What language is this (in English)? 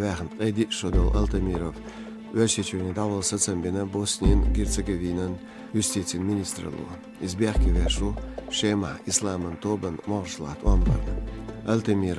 Chechen